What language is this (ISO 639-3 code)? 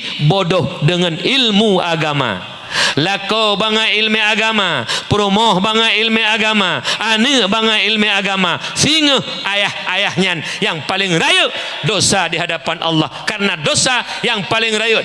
ace